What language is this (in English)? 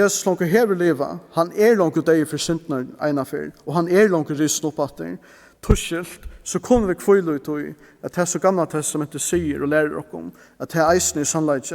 Faroese